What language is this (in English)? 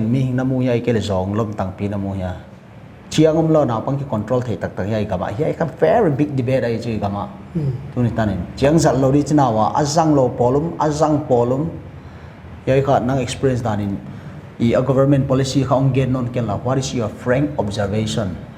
Paite Chin